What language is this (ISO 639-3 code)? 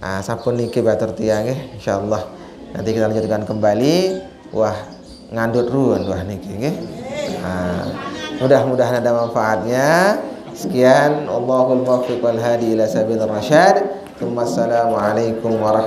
sas